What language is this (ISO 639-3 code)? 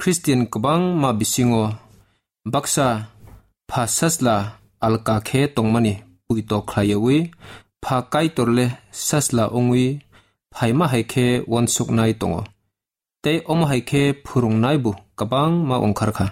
trp